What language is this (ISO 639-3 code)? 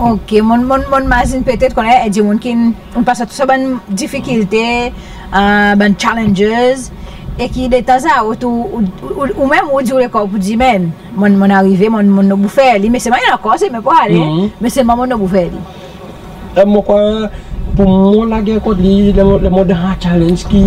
crs